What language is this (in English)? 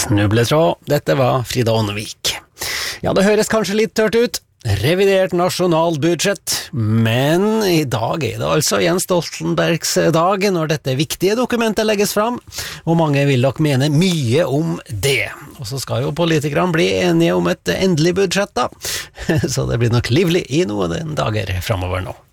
Norwegian